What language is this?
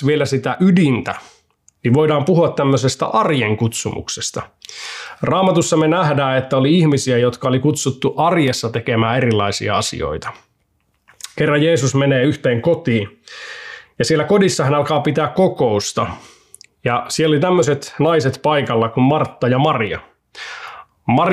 Finnish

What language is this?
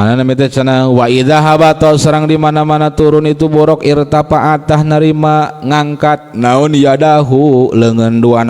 Sundanese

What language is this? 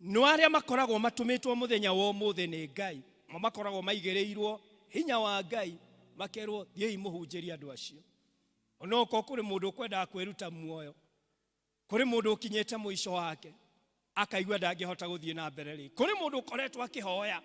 Kikuyu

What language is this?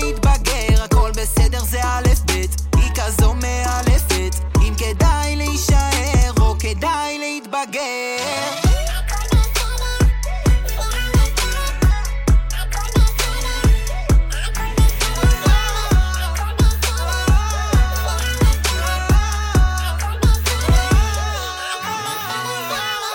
Hebrew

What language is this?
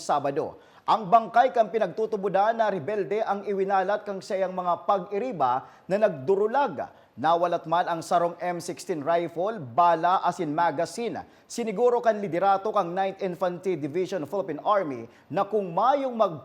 Bikol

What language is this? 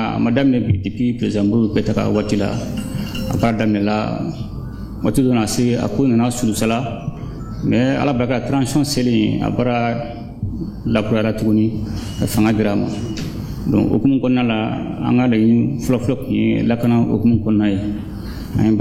Bambara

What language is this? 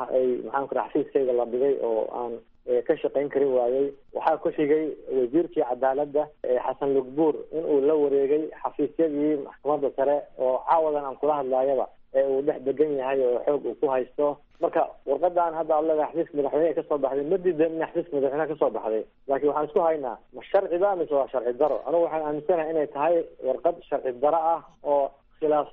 Somali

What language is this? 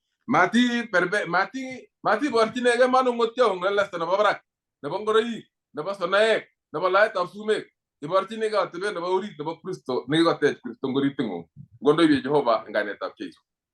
Kalenjin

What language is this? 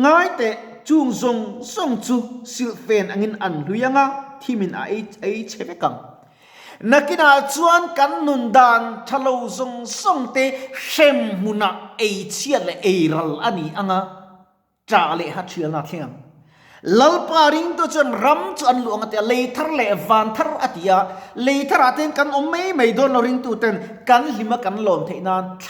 Mizo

